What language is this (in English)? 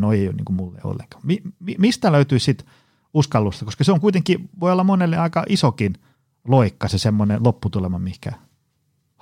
Finnish